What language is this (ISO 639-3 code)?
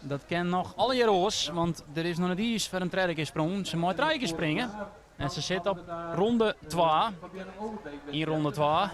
fry